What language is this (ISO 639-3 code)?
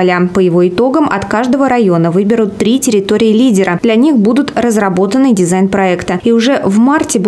rus